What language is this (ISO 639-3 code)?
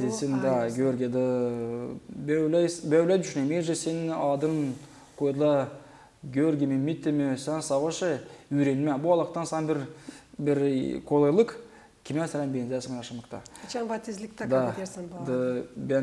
gag